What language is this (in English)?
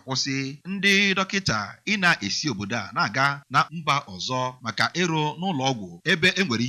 Igbo